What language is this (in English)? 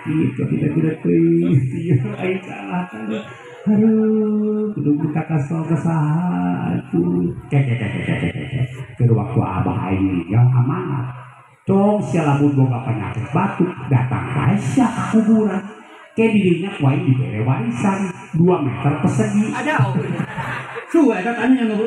Sundanese